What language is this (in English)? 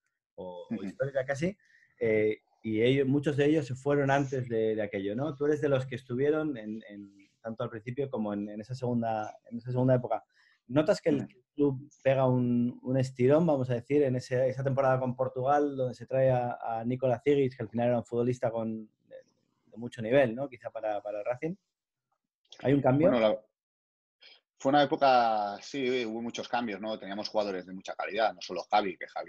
Spanish